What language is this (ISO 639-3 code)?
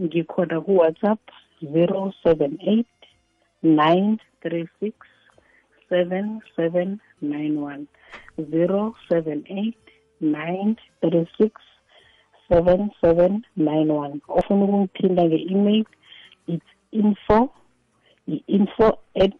nbl